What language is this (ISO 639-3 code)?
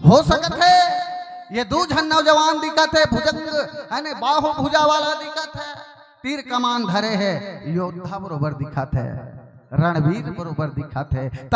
hne